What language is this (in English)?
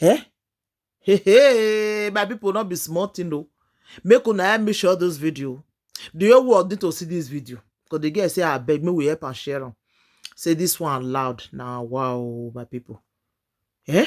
Nigerian Pidgin